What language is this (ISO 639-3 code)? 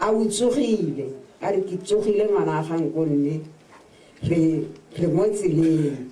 tsn